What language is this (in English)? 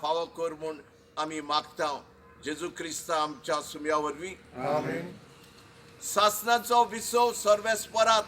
Konkani